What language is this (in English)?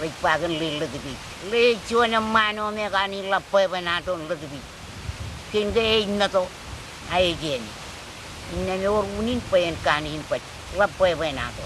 Marshallese